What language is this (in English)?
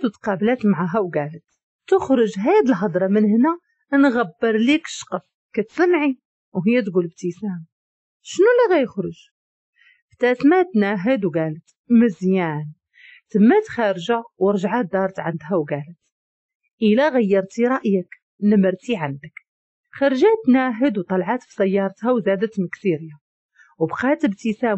Moroccan Arabic